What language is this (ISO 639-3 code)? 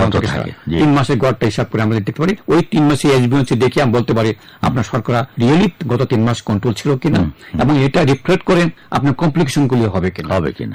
ben